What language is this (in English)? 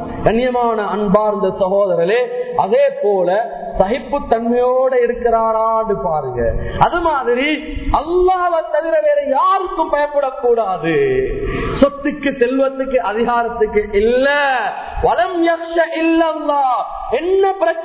Tamil